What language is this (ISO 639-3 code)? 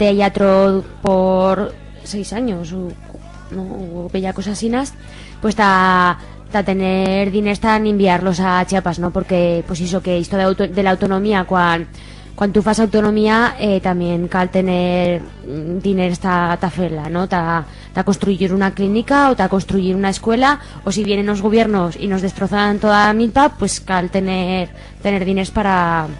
arg